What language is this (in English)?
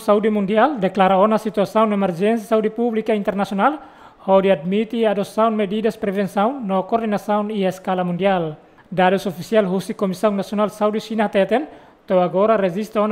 Tetum